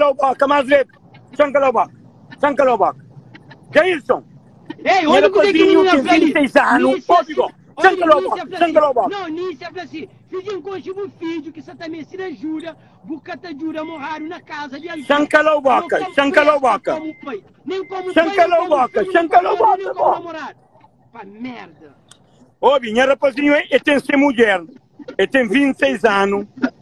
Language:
Kabuverdianu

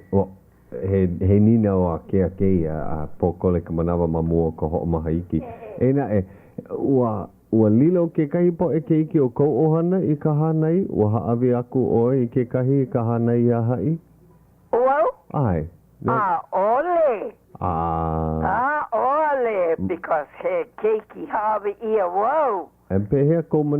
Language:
Hawaiian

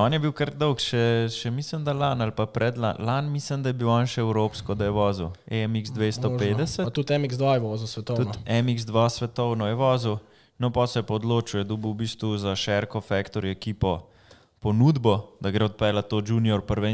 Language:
Slovenian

